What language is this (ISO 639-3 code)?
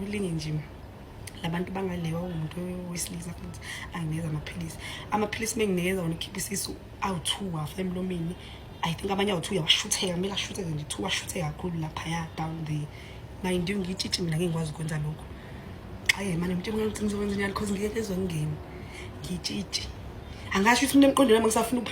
zul